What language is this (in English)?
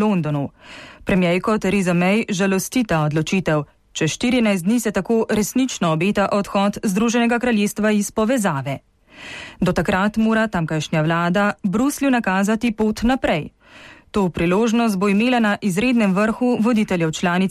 Slovenian